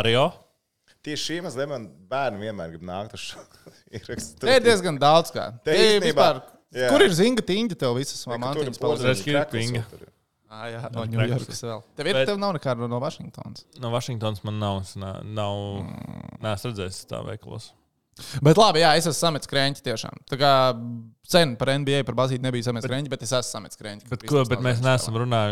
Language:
Latvian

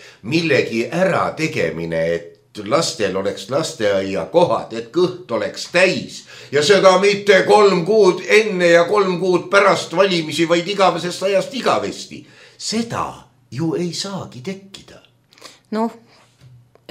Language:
Estonian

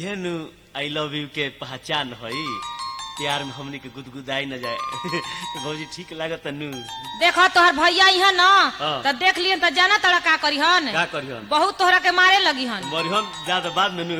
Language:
Bhojpuri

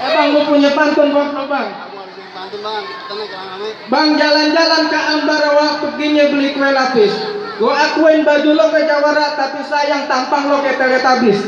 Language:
Betawi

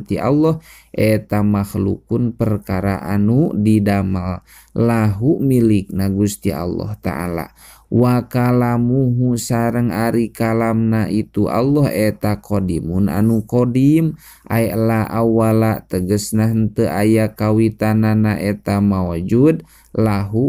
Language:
Sundanese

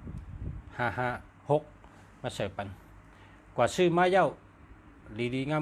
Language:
Shan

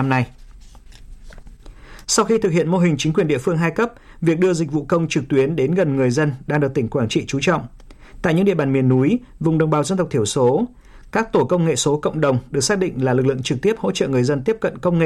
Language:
Vietnamese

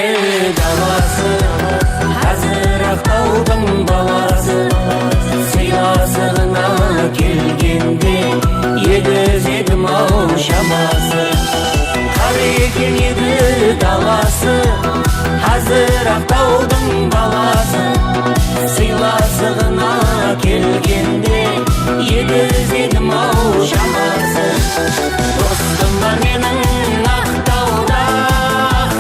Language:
Kara-Kalpak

